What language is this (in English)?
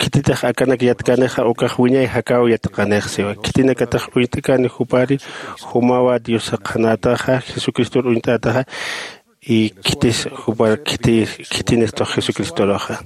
Aymara